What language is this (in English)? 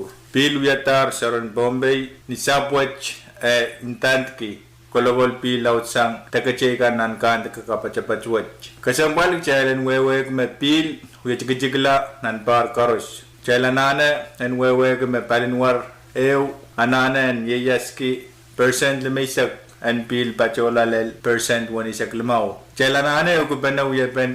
Pohnpeian